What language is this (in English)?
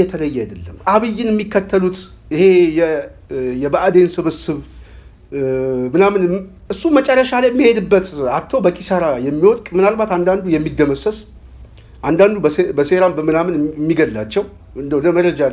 Amharic